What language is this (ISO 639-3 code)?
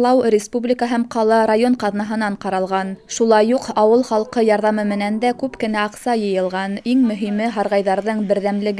bak